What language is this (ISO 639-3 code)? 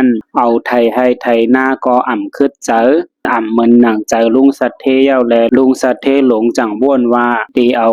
shn